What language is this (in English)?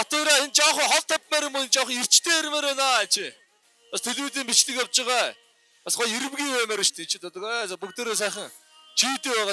Mongolian